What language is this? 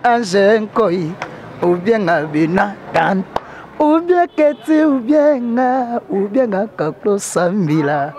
Lingala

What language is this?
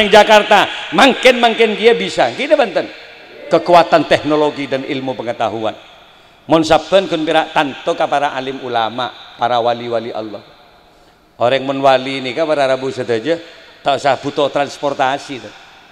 Madurese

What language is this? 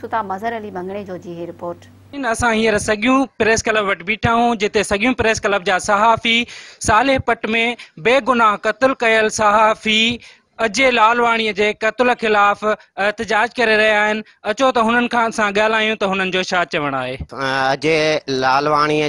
Sindhi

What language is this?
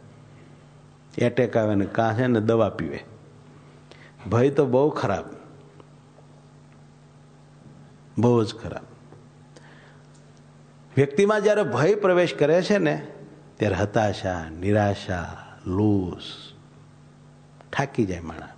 Gujarati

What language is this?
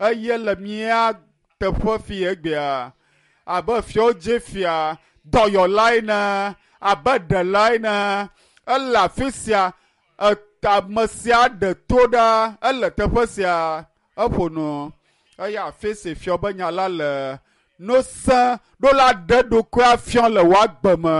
Ewe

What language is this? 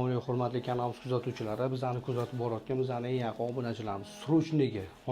Uzbek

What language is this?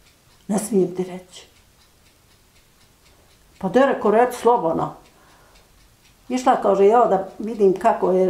Bosnian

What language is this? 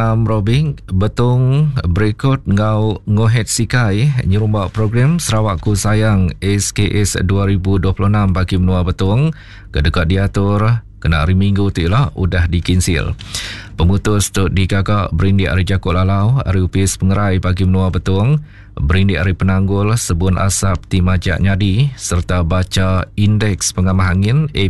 Iban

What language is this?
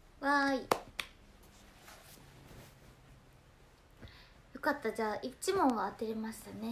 Japanese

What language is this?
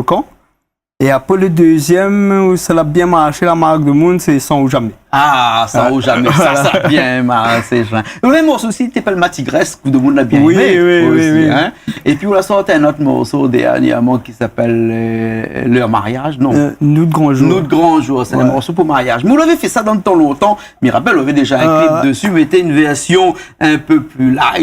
Réunion Creole French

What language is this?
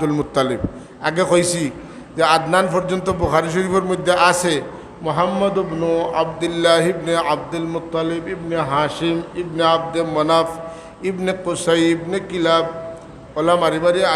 Sylheti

